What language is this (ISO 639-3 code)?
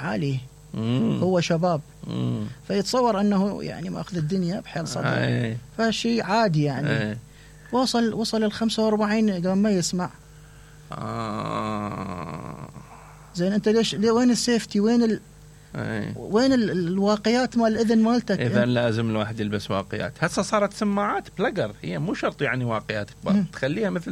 acm